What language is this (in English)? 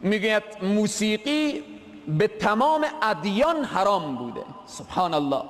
Persian